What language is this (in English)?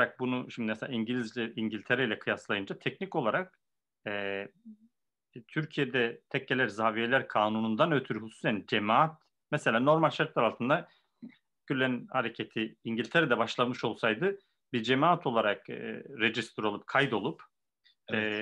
Turkish